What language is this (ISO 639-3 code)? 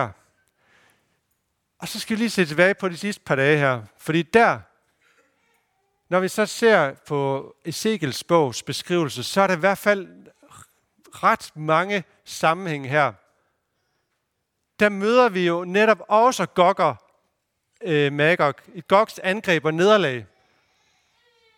dan